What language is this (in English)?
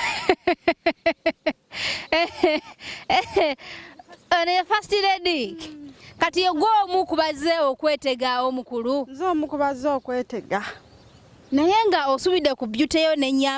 Ganda